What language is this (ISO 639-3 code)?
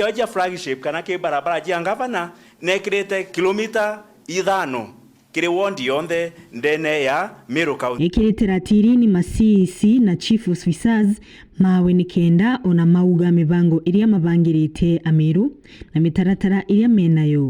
mer